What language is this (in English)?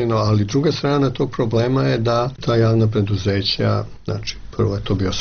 Serbian